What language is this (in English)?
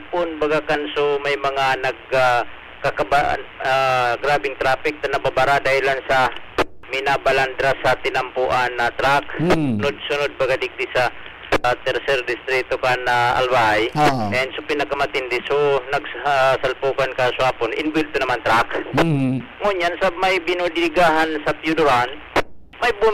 Bikol